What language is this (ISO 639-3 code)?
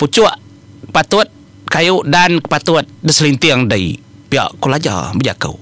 iba